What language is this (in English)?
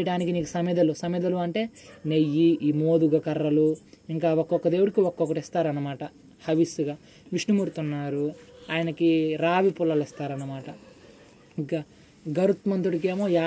Telugu